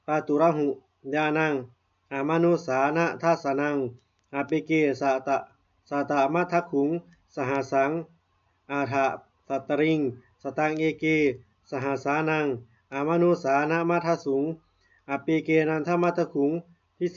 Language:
Pali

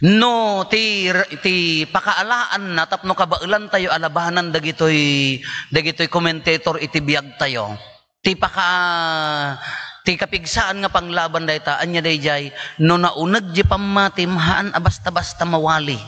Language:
Iloko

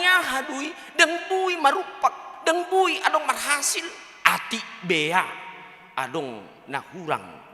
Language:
Batak Toba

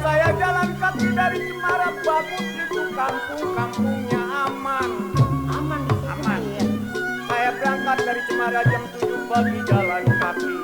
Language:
Betawi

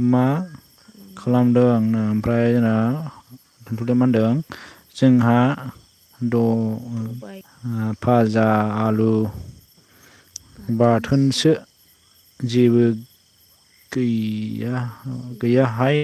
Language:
Bodo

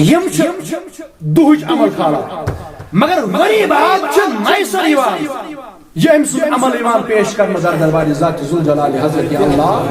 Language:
Kashmiri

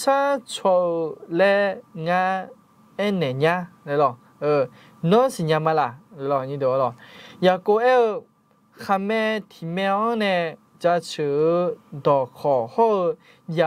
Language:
Akha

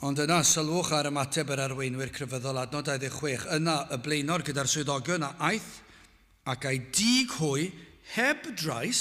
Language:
Welsh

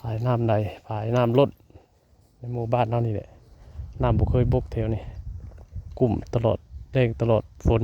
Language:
Northeastern Thai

